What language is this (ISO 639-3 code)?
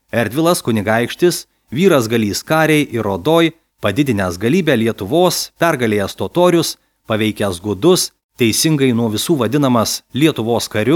lit